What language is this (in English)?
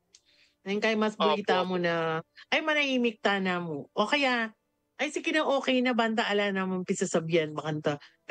Pampanga